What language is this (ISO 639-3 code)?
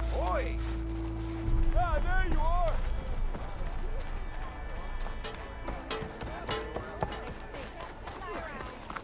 eng